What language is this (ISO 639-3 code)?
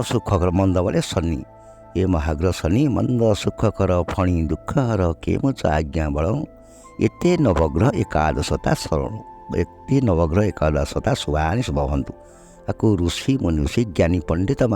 ori